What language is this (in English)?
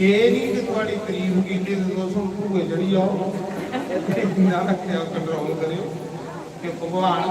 Dogri